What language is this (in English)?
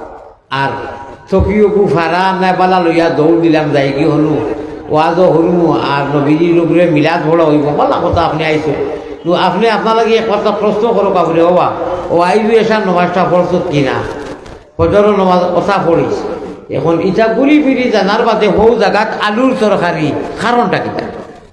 Sylheti